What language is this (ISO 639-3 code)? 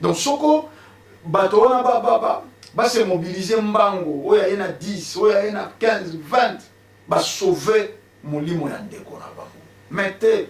lin